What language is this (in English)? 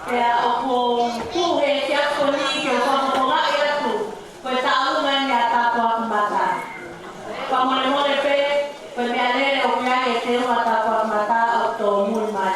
Tongan